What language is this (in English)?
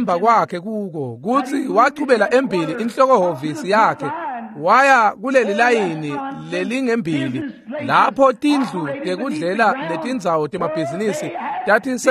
Swati